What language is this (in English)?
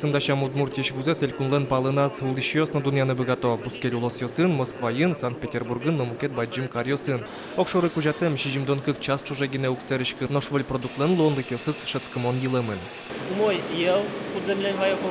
Udmurt